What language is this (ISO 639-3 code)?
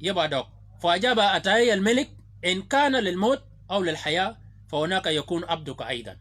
shk